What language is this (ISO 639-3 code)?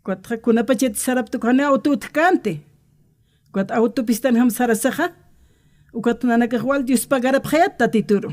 aym